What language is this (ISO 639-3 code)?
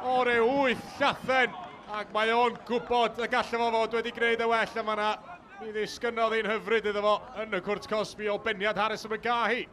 cym